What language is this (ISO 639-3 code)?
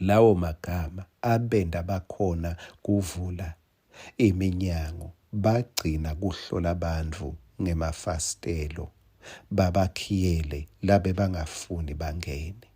ssw